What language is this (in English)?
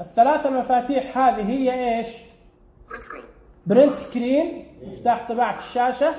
Najdi Arabic